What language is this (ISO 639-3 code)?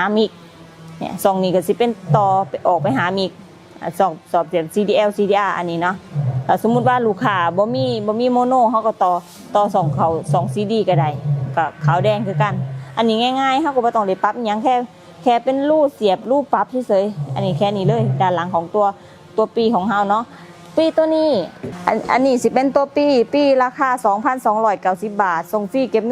lao